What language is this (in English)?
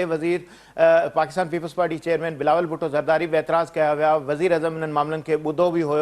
Sindhi